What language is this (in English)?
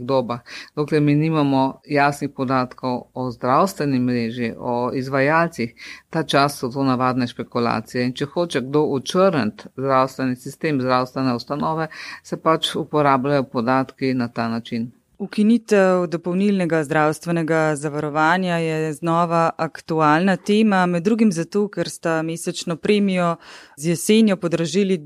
Slovenian